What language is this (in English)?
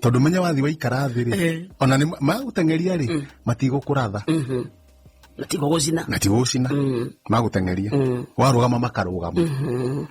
Kikuyu